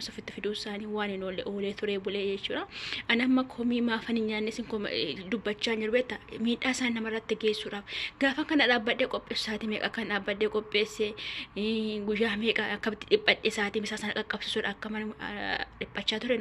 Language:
Oromo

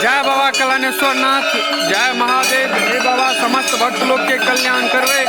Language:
Maithili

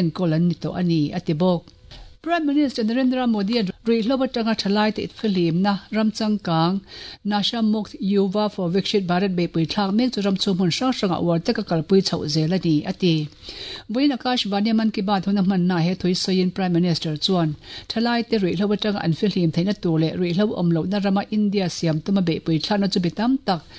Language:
Mizo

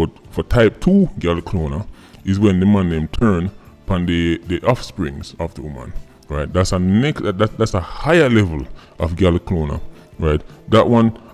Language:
Jamaican Creole English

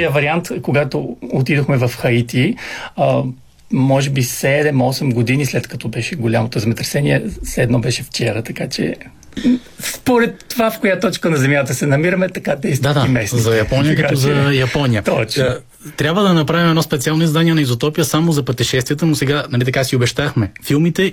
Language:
Bulgarian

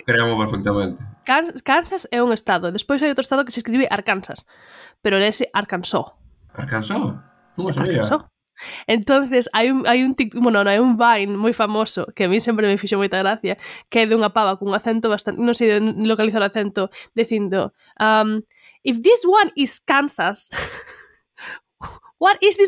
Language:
Galician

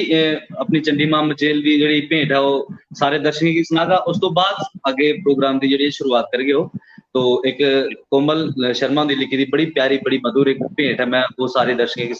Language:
Dogri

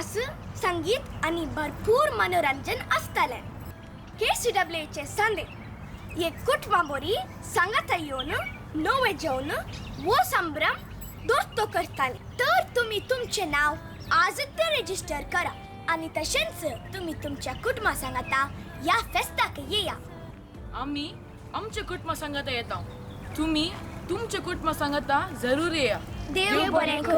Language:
Konkani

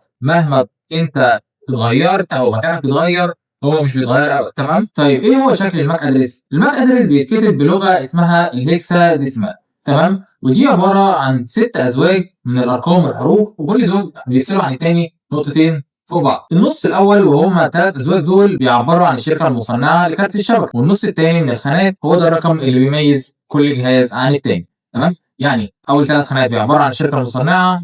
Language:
Egyptian Arabic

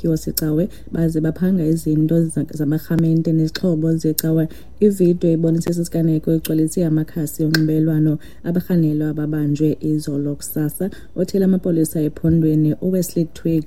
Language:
Xhosa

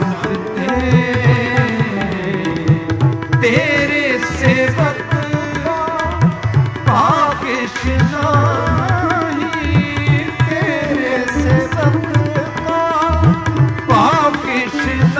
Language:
Punjabi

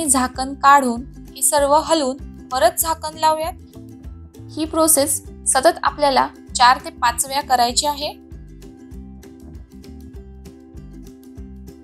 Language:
Marathi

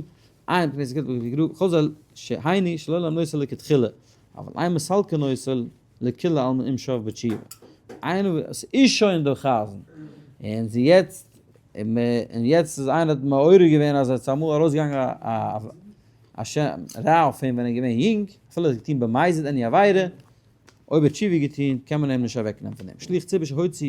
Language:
Yiddish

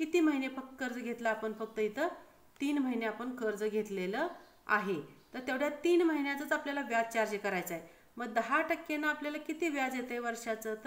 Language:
Marathi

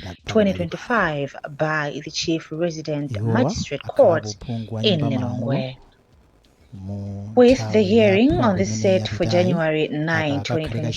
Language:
Nyanja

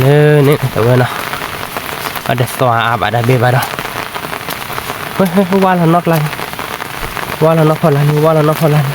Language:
S'gaw Karen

